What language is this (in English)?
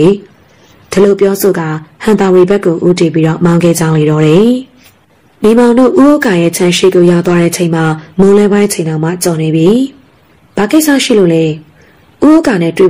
Burmese